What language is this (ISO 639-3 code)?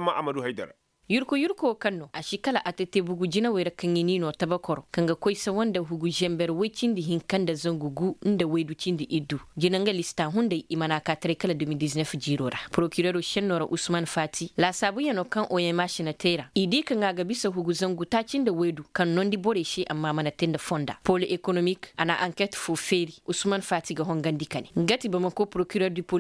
ses